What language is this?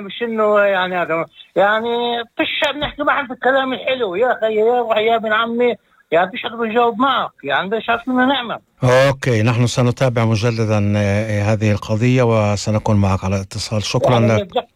North Levantine Arabic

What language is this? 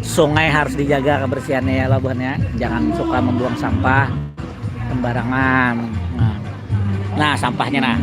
Banjar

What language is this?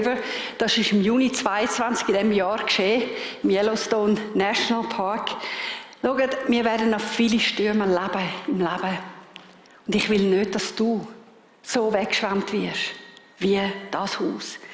Swiss German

